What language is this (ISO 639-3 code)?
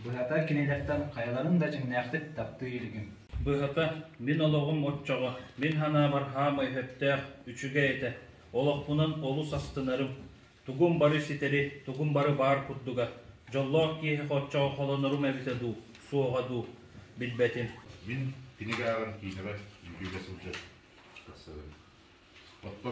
sah